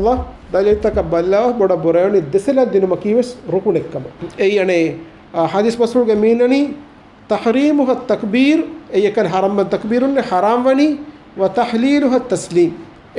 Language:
Divehi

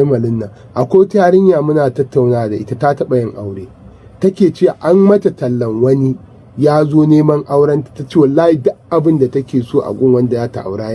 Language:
Hausa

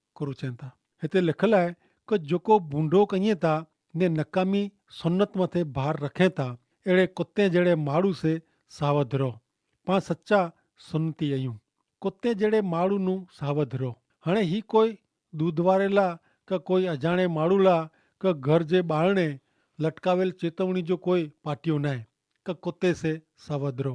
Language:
Kachhi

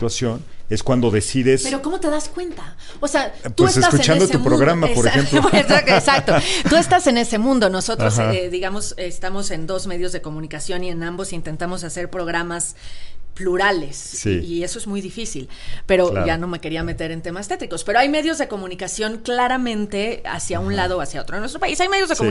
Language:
Spanish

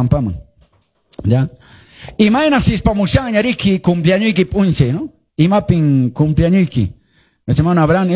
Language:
Quechua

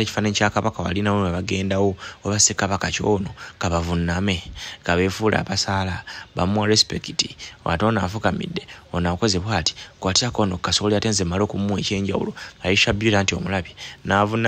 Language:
Ganda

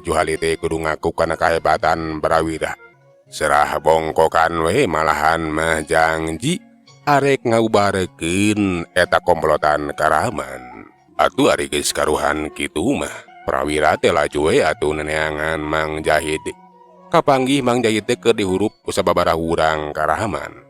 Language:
Sundanese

